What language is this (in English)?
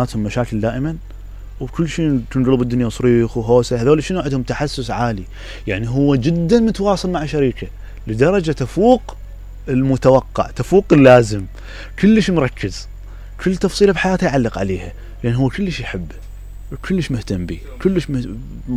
Mesopotamian Arabic